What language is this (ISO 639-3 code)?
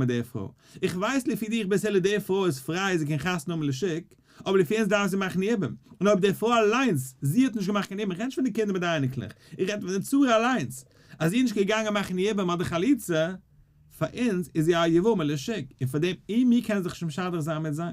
yid